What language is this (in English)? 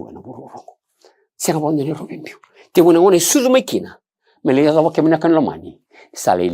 Fijian